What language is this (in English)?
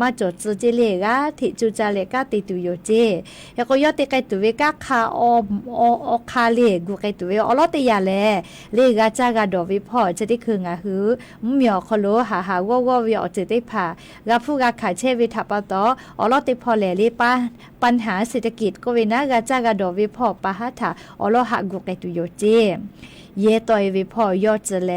Lahu